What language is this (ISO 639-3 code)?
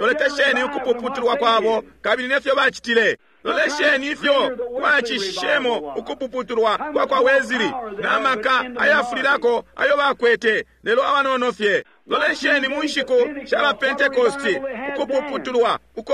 bem